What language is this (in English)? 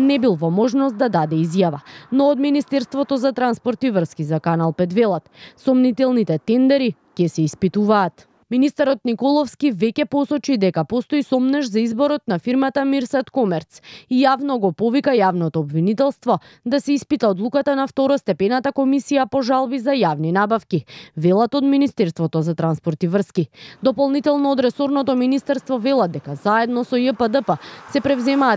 Macedonian